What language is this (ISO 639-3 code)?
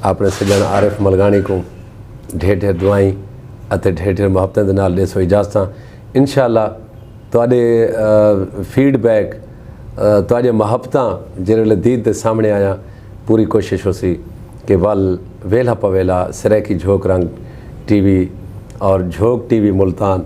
skr